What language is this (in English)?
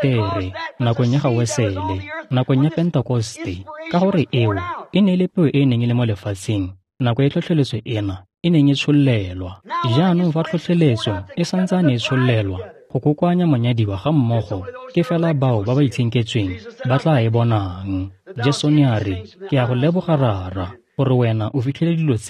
Tswana